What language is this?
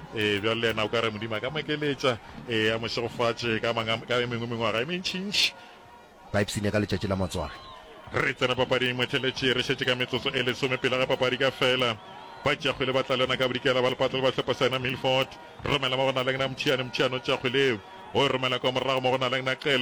Northern Sotho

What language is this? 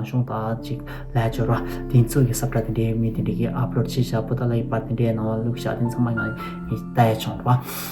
Tibetan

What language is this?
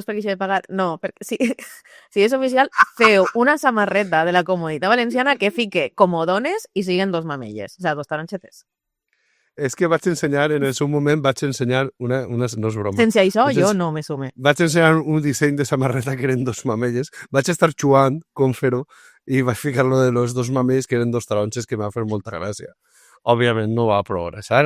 Catalan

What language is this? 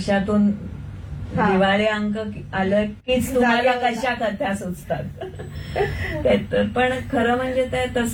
Marathi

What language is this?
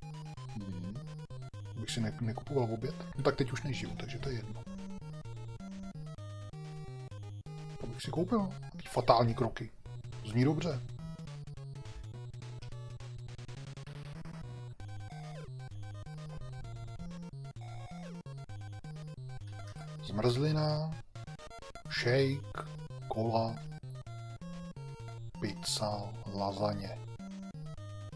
Czech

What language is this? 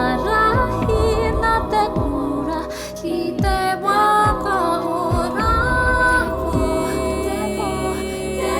Māori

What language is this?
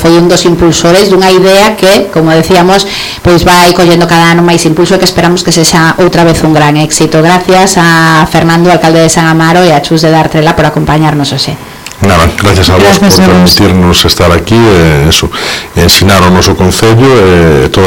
Galician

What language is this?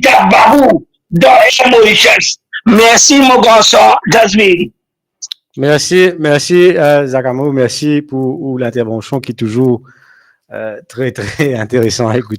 Morisyen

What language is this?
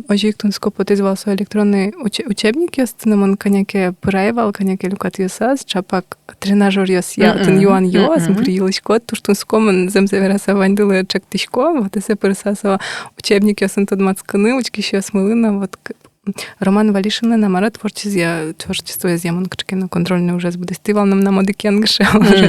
Udmurt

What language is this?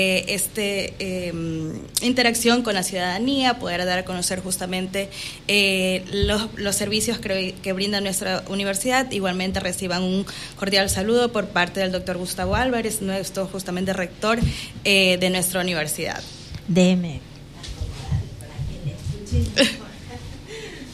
Spanish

